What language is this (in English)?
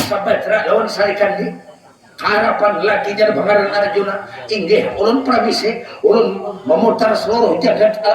Banjar